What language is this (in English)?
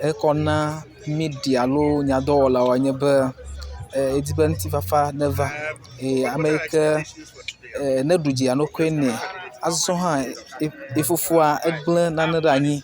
Ewe